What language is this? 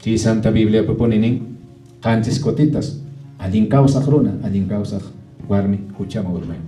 Quechua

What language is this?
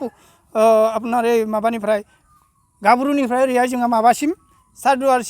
Bodo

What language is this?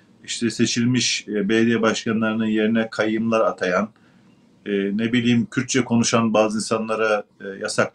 Turkish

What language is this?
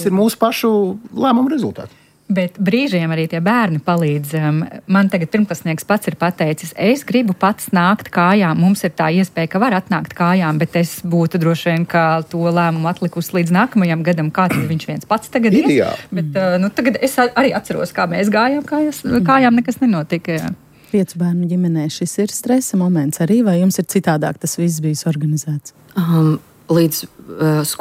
Latvian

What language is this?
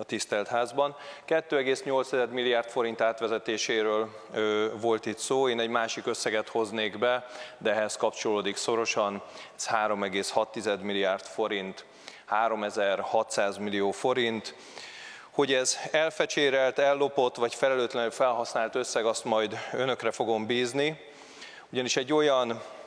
Hungarian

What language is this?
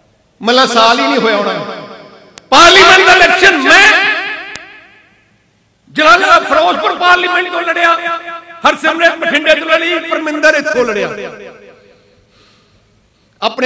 Punjabi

